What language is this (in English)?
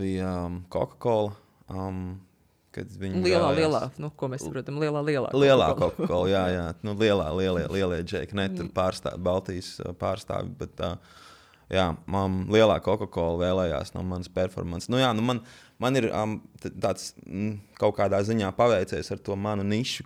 Latvian